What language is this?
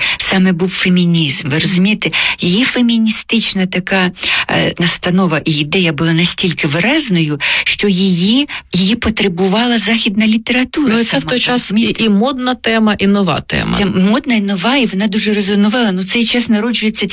Ukrainian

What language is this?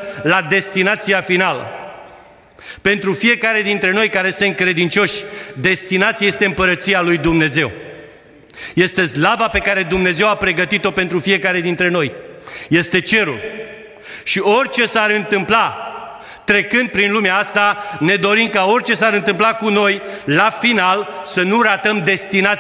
Romanian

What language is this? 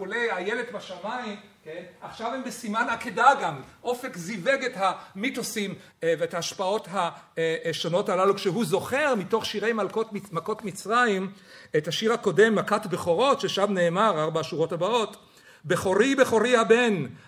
Hebrew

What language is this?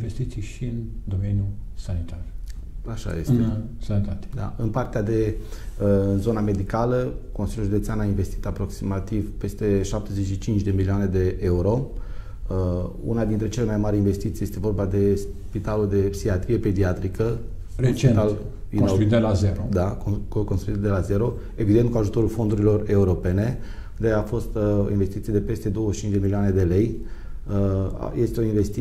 Romanian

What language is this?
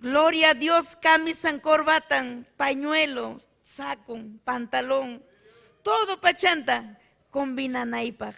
Ayacucho Quechua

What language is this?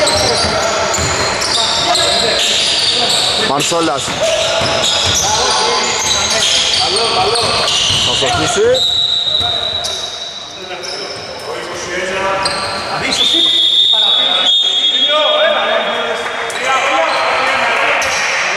Greek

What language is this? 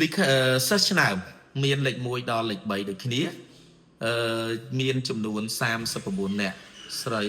Khmer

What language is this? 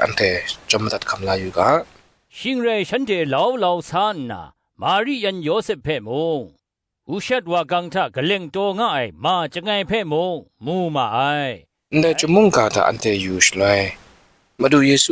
Kachin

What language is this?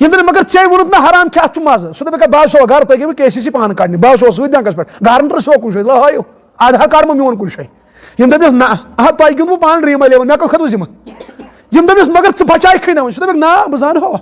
Kashmiri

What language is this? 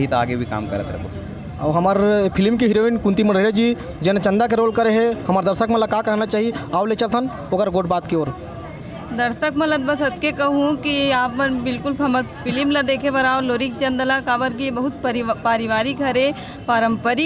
Chhattisgarhi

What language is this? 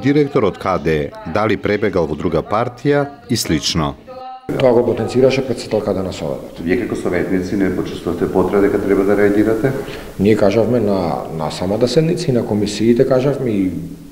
Macedonian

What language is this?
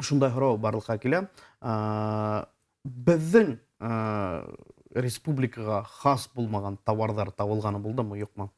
Bashkir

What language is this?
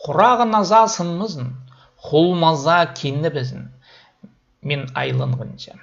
Khakas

